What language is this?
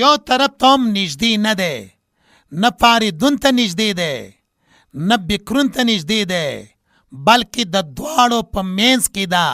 Pashto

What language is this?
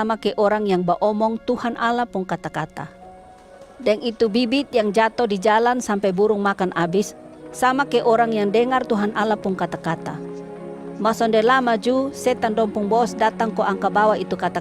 Kupang Malay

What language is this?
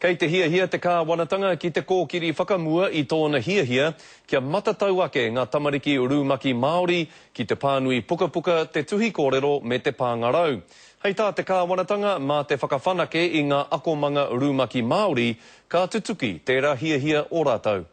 Māori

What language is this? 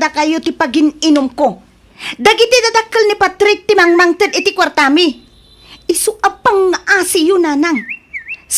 Iloko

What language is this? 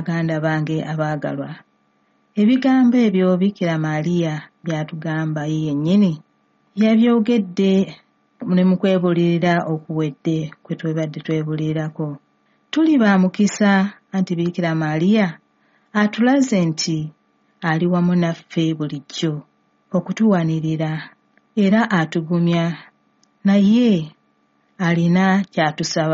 Ganda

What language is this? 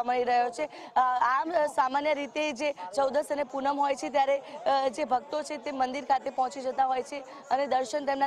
Gujarati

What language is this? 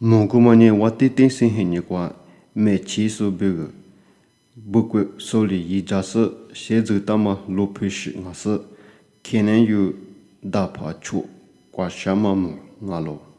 Lisu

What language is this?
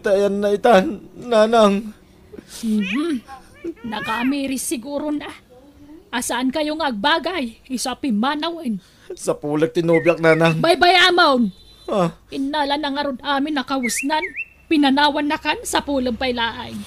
Iloko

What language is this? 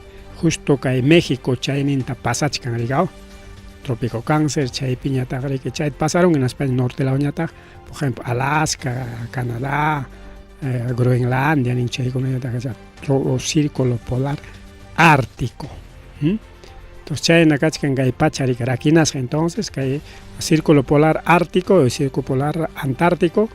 Ayacucho Quechua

